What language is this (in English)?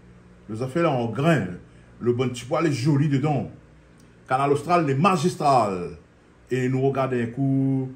Réunion Creole French